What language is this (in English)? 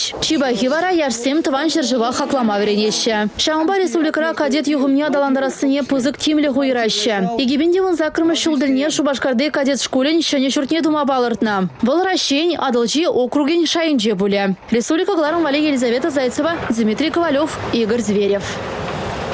Chuvash